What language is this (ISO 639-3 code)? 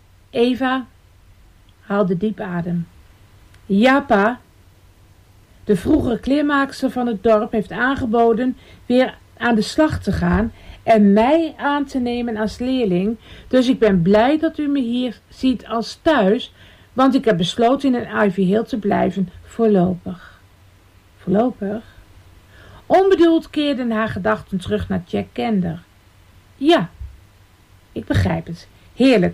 nld